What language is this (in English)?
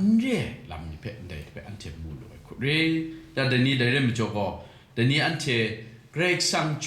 Kachin